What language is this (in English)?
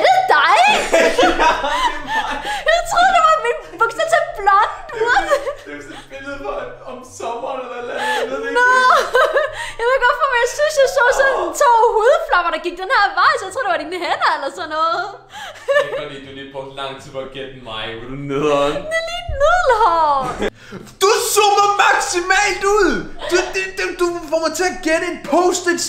Danish